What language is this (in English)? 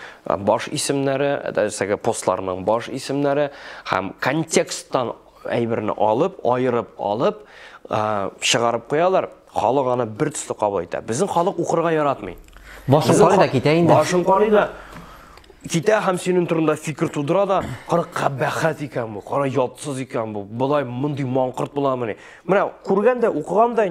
Tatar